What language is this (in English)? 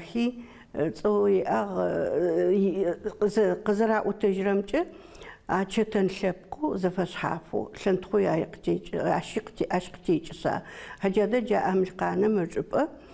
Adyghe